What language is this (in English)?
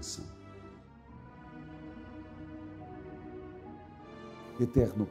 Portuguese